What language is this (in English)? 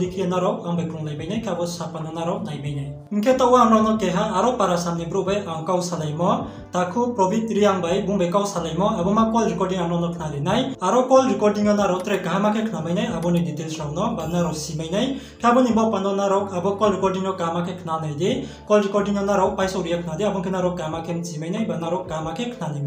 Riang (India)